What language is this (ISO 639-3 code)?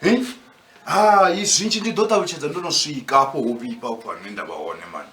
ven